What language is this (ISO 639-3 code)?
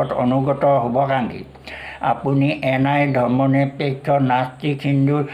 asm